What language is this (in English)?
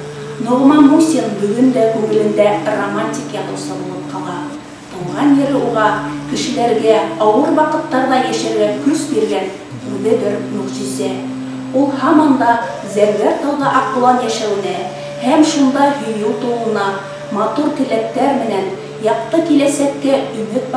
Bashkir